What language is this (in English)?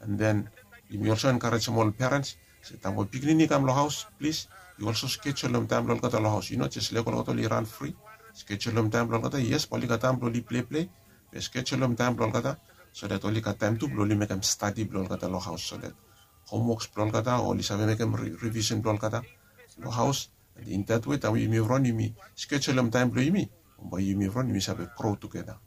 Bislama